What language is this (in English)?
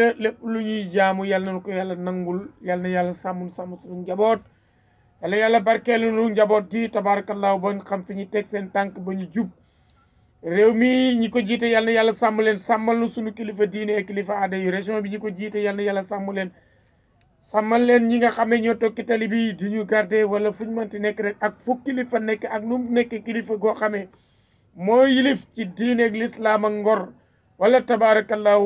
Wolof